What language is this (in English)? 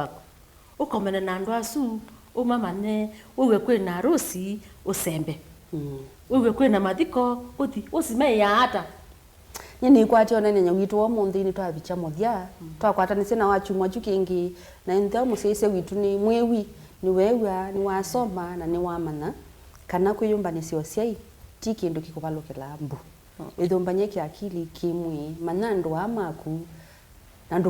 Kamba